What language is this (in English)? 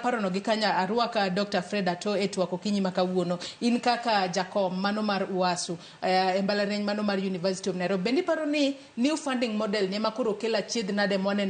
Luo (Kenya and Tanzania)